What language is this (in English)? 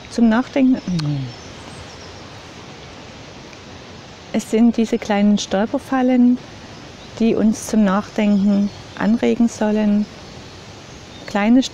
German